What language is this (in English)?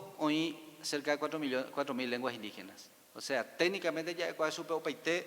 Guarani